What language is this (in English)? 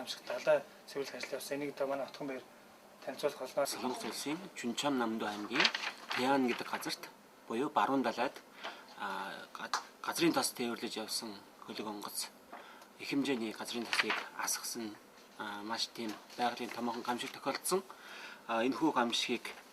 Mongolian